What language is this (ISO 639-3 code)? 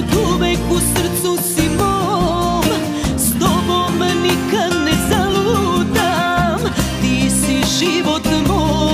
srp